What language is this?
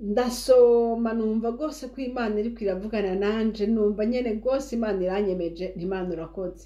Rundi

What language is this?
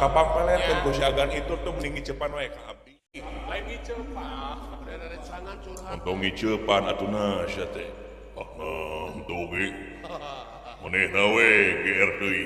Sundanese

